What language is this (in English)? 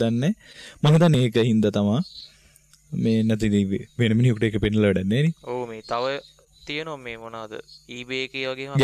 Sinhala